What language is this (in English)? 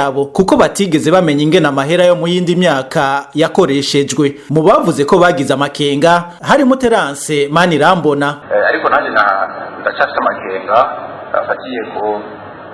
Rundi